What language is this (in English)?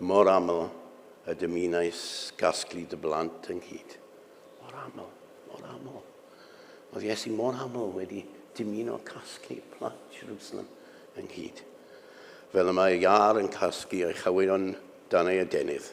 Welsh